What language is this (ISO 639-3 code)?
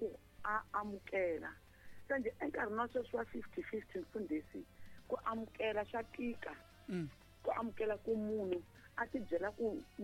tso